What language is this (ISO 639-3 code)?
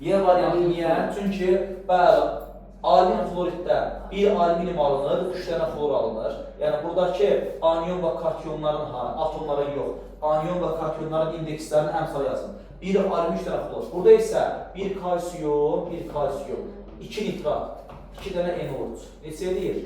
aze